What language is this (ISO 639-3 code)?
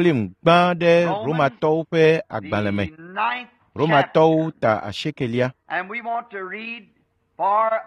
ewe